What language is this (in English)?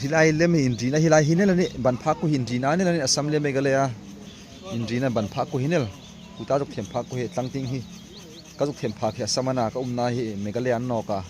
Hmar